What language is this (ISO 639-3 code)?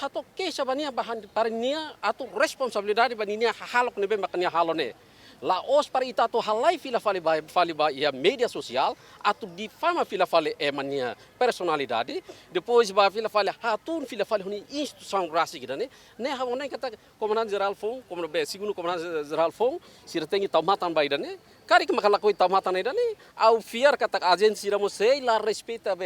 tet